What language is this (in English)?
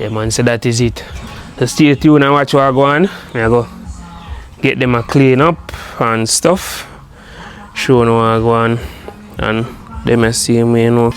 Jamaican Creole English